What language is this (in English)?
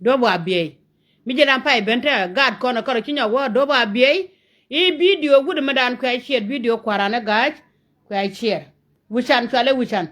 Nuer